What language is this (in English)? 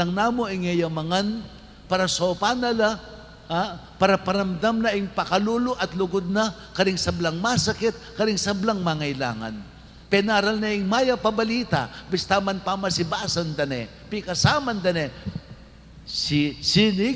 Pampanga